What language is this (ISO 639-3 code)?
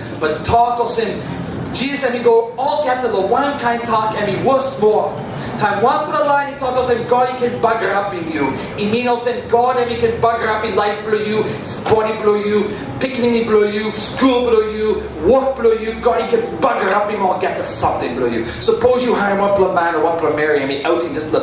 tpi